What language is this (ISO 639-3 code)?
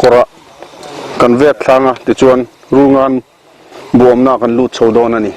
lus